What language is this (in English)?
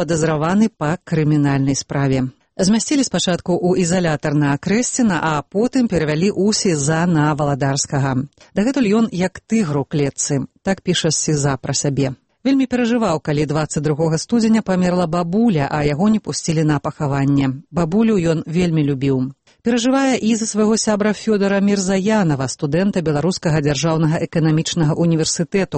Belarusian